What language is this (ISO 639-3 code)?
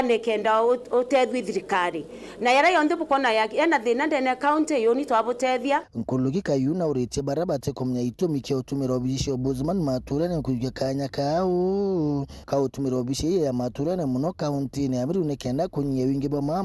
mer